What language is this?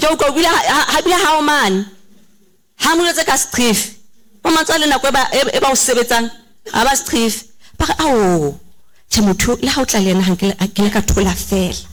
Southern Sotho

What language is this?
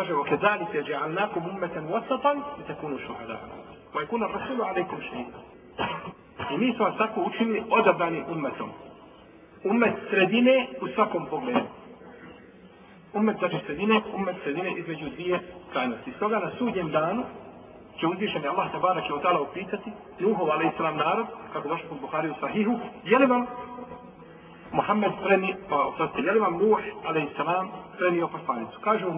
Bosnian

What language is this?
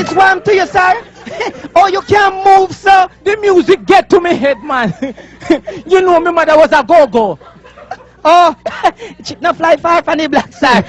Jamaican Creole English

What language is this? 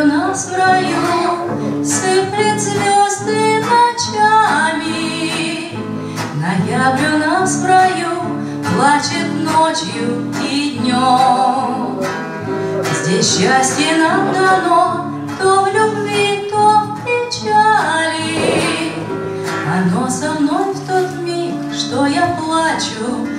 Russian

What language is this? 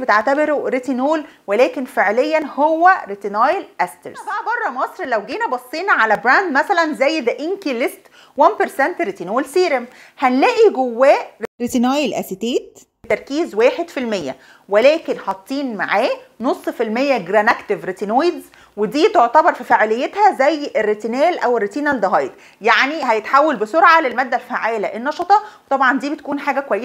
Egyptian Arabic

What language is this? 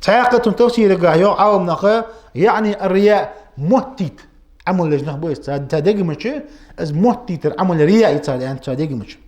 Ingush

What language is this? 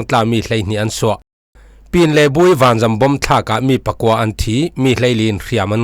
Falam Chin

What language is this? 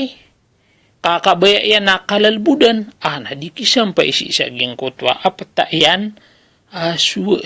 Maranao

